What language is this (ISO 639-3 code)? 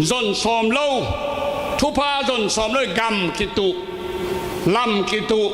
ctd